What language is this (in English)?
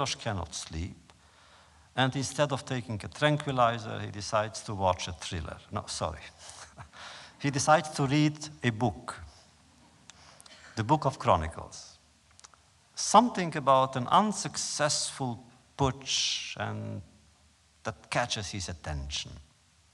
English